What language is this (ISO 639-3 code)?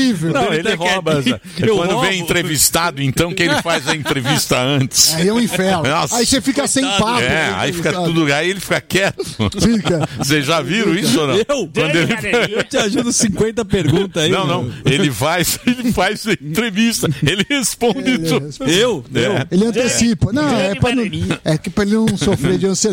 por